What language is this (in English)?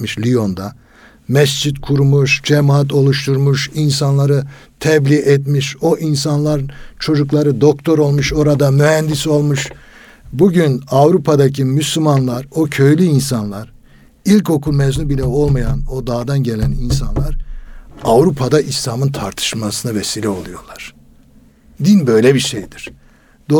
Turkish